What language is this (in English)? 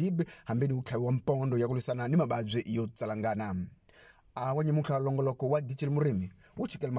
Tsonga